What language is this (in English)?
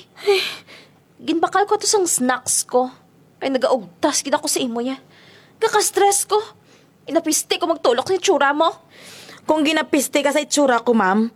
Hiligaynon